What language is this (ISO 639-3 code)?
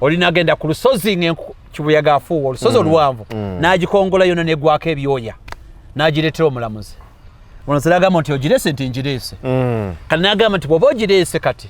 lug